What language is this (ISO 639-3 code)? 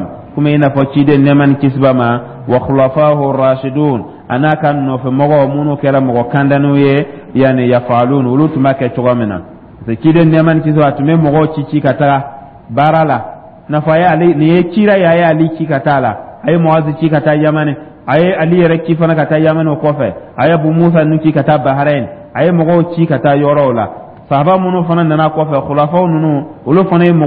dyu